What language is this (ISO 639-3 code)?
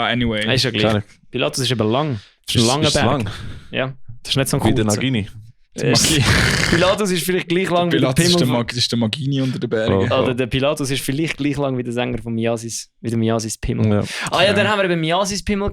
gsw